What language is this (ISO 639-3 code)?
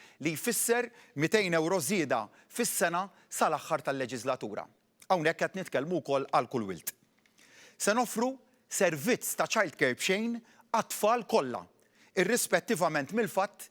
mlt